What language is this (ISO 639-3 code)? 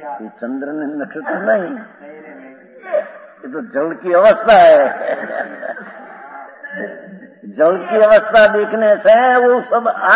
hin